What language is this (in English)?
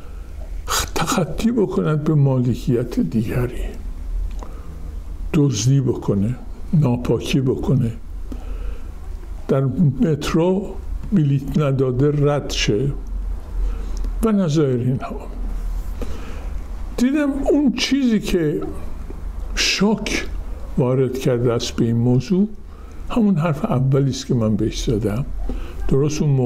Persian